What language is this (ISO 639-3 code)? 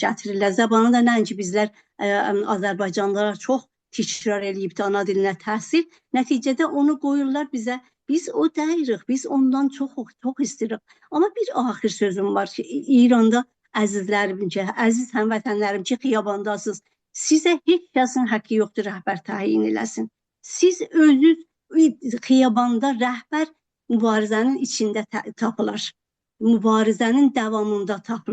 azb